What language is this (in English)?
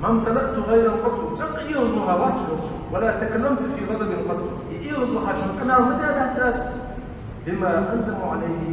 Ingush